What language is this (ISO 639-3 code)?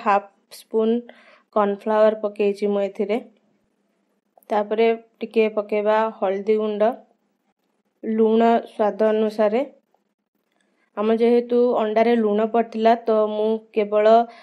ori